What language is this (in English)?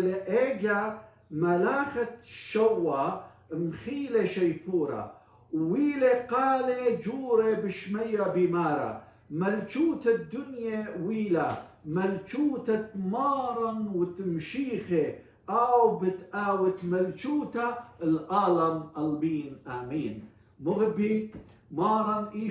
Assyrian Neo-Aramaic